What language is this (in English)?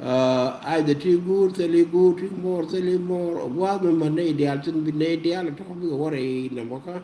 Nuer